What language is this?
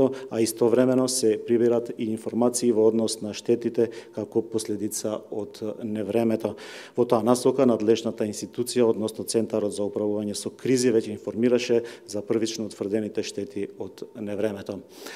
Macedonian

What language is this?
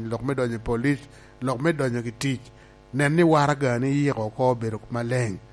Lango (Uganda)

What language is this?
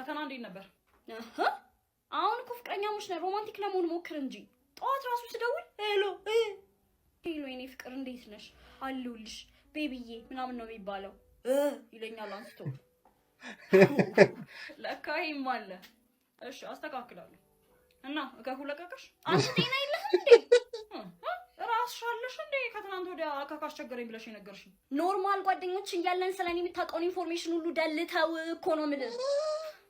Amharic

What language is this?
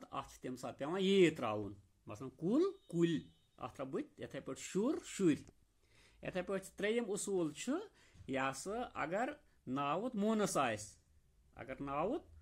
Kashmiri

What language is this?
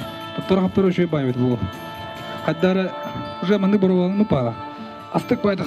Yakut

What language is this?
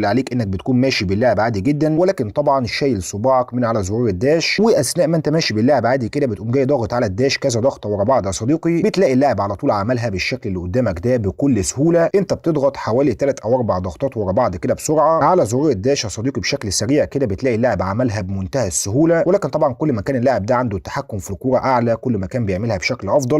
Egyptian Arabic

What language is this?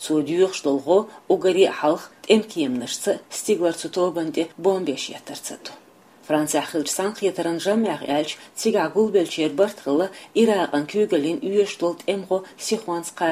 Chechen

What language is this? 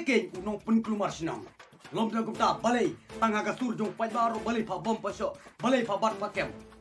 Khasi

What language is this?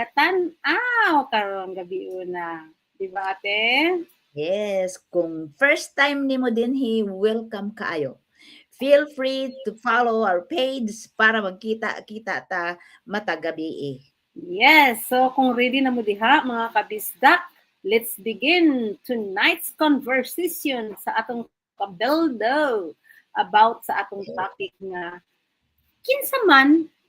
Cebuano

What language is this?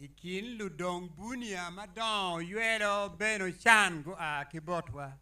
Acoli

